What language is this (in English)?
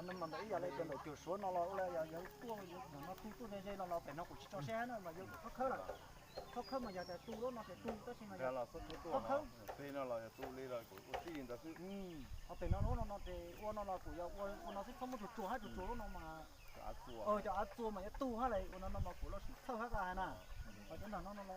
Hmong